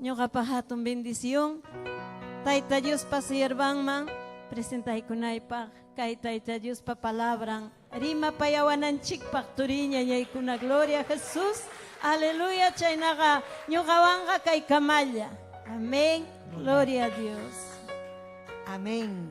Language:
Ayacucho Quechua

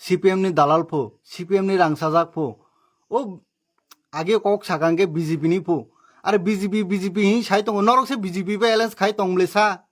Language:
Kok Borok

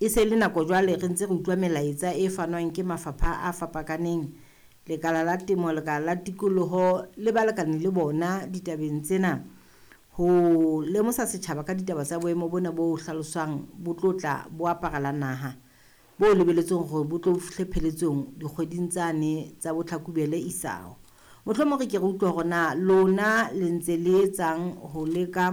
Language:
Southern Sotho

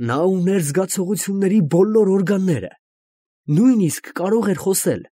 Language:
Armenian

